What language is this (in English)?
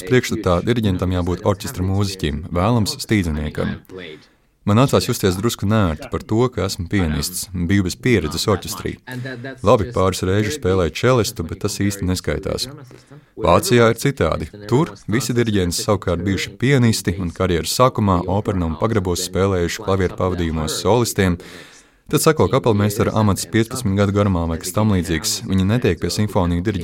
Latvian